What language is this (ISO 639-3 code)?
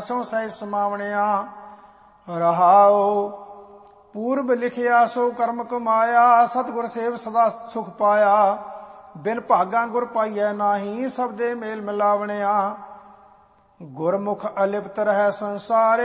pan